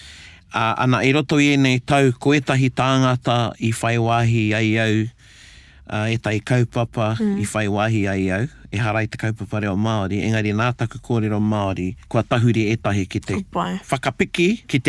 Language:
Māori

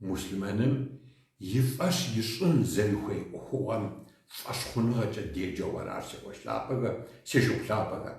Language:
Kabardian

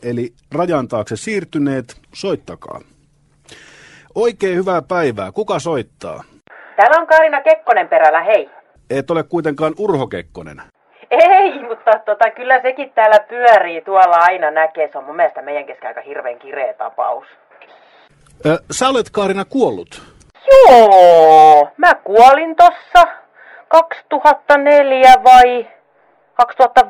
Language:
Finnish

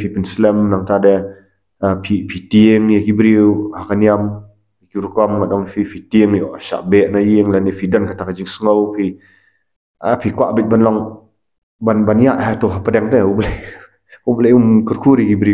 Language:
Khasi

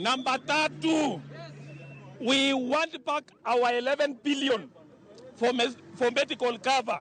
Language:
Luo (Kenya and Tanzania)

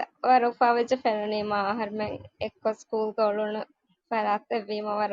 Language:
Divehi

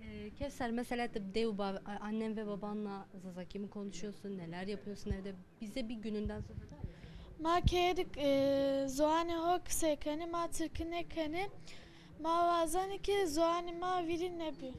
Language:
Zaza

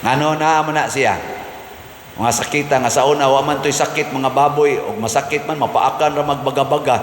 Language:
Cebuano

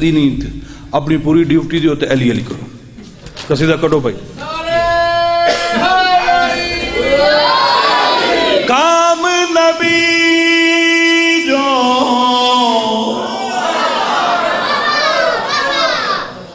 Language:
Urdu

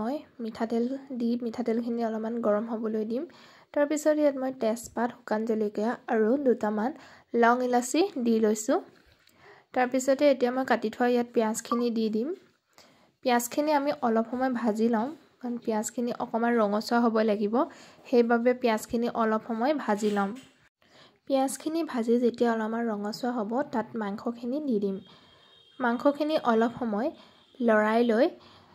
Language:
Assamese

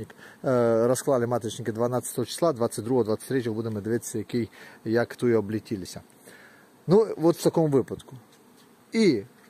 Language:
Ukrainian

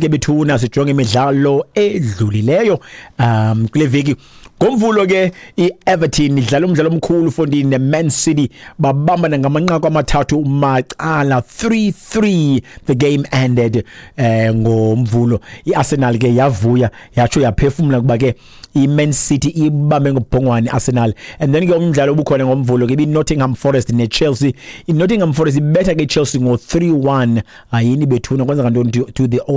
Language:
Xhosa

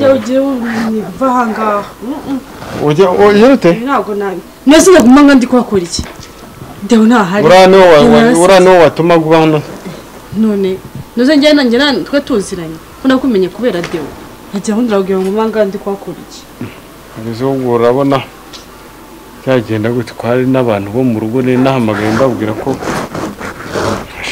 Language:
Kinyarwanda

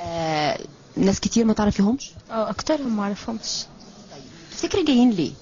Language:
Egyptian Arabic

